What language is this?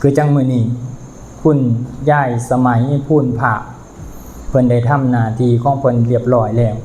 Lao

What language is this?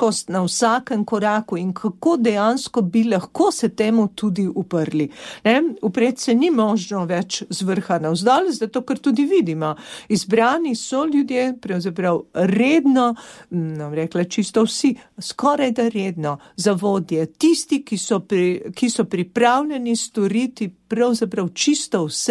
Slovenian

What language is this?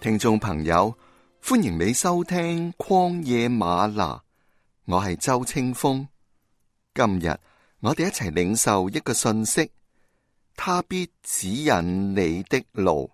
Cantonese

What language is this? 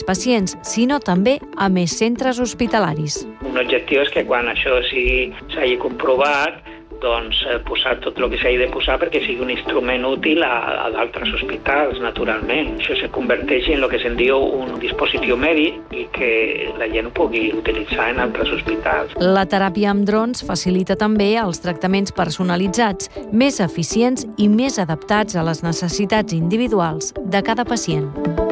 Catalan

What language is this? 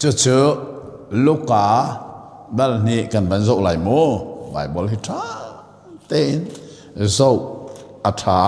Hakha Chin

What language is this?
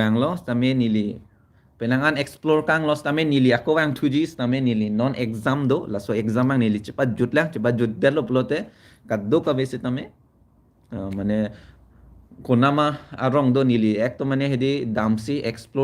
Karbi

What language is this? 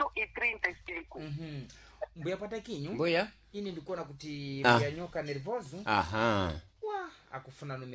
Sena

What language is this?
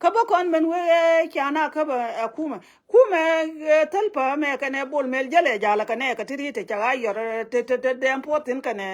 Nuer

